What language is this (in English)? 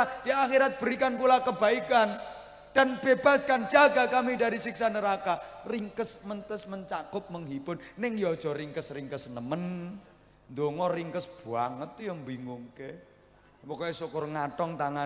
Javanese